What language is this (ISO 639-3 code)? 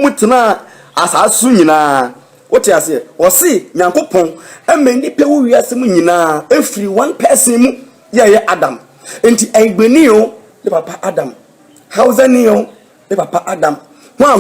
aka